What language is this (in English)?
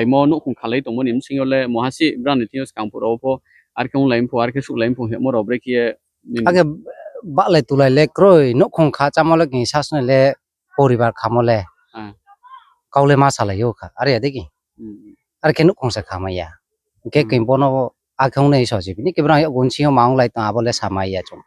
Riang (India)